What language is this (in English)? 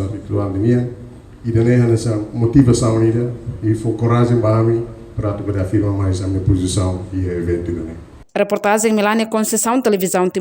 Tetum